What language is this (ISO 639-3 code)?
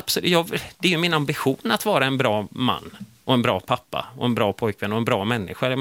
swe